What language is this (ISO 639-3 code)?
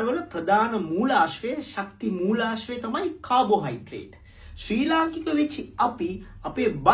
sin